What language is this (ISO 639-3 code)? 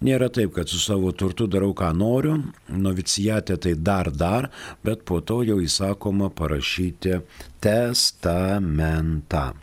lit